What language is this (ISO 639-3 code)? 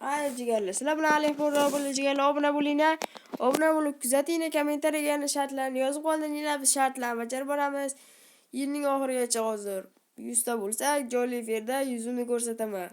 uzb